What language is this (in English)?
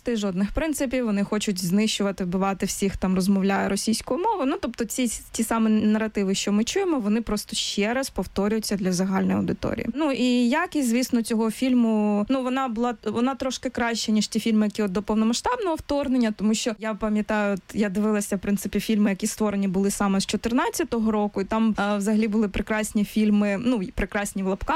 Ukrainian